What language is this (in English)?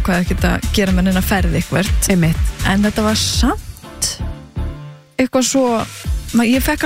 Icelandic